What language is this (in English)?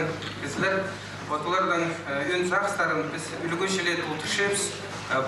Khakas